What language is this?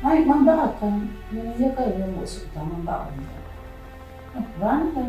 Dagbani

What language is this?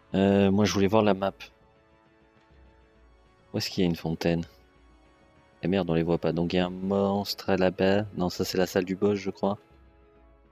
French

